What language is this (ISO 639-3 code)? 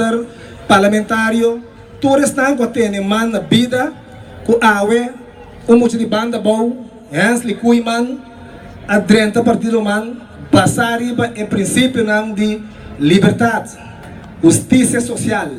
pap